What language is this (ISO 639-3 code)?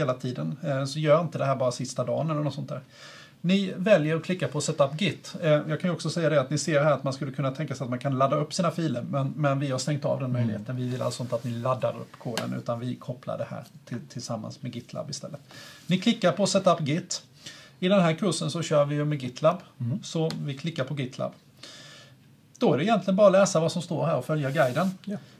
swe